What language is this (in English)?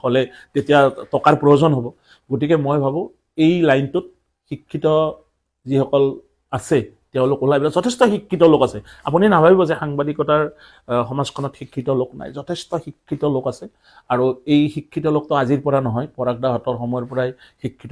Assamese